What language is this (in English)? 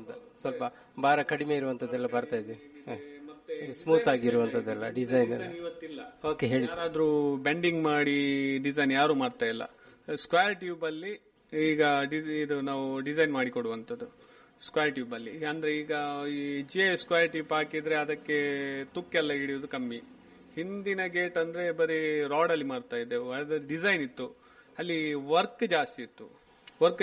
Kannada